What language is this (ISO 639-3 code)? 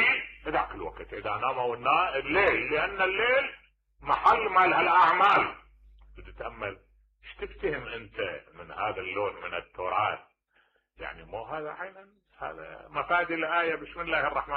acm